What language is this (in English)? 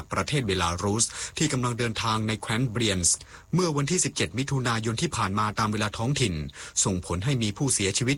Thai